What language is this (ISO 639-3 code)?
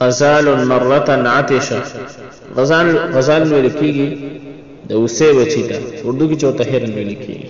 pus